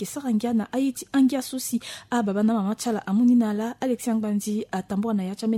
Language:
Sango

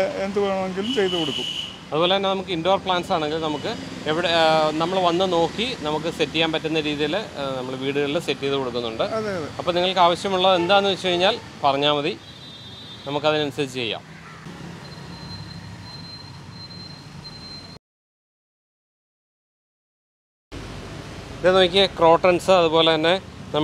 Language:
Malayalam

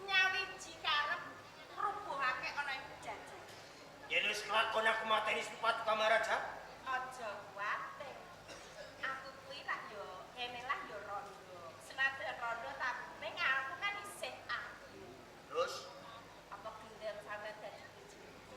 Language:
Javanese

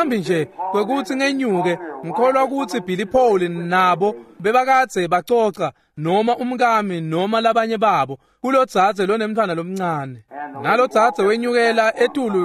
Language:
Swati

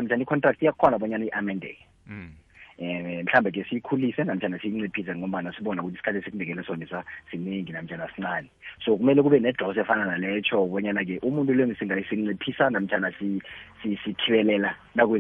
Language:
South Ndebele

